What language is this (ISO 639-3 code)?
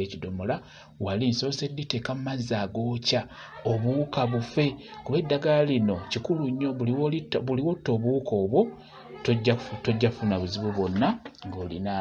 lug